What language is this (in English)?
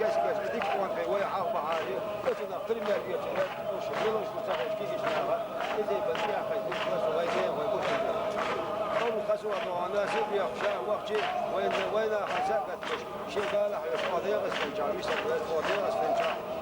Chechen